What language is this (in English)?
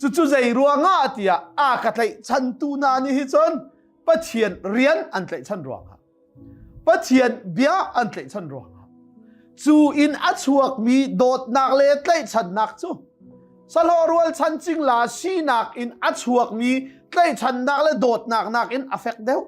Hakha Chin